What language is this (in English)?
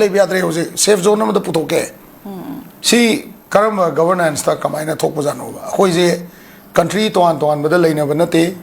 Manipuri